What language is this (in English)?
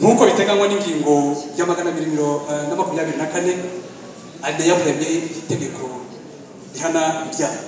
Kinyarwanda